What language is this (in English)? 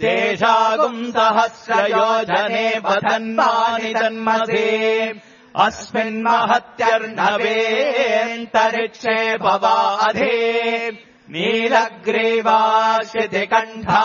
Sanskrit